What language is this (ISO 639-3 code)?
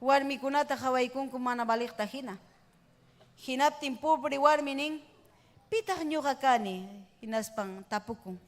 quy